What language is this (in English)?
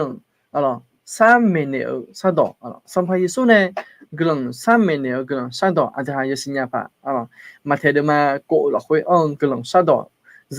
Akha